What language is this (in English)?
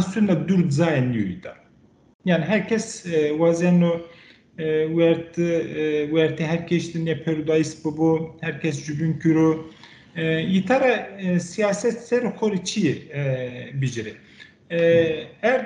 Zaza